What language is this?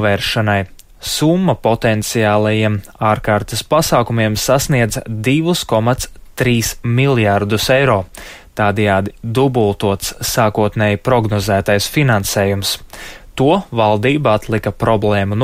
Latvian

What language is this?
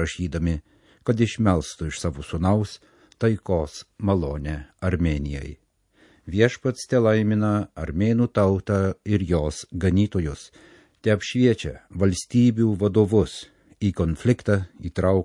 Lithuanian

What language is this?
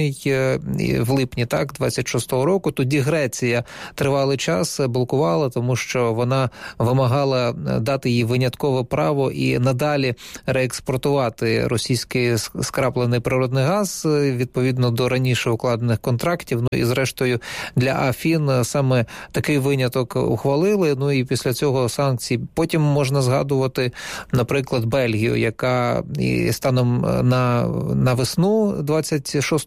Ukrainian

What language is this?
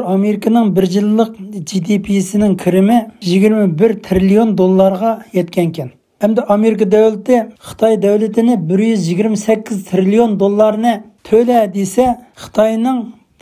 Uyghur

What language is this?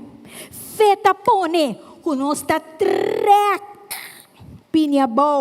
Papiamento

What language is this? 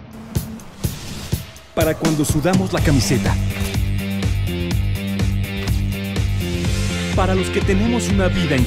Spanish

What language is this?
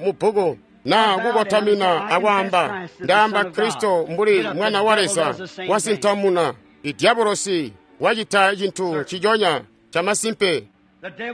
Tonga (Zambia)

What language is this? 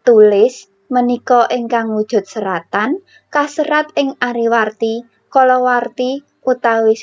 Javanese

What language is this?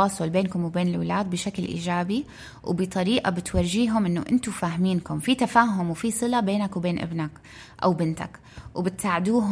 North Levantine Arabic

